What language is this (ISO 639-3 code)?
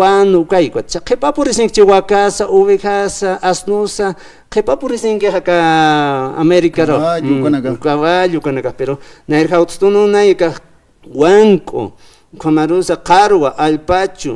aym